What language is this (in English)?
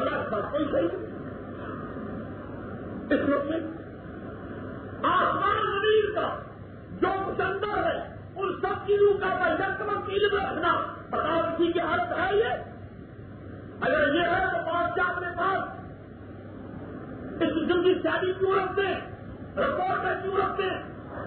Urdu